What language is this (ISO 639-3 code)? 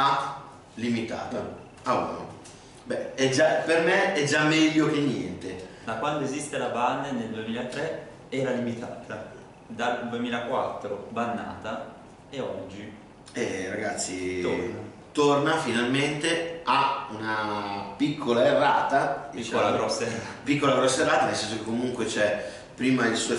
ita